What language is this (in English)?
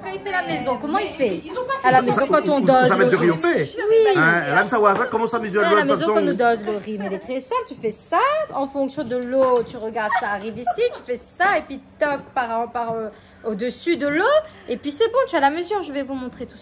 Réunion Creole French